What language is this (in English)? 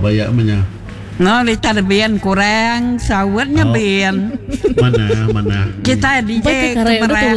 Iban